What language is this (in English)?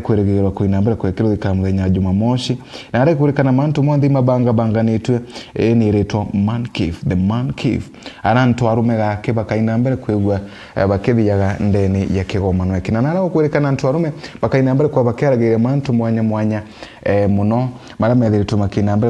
Meru